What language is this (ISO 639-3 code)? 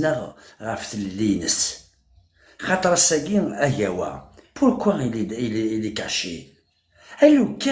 kab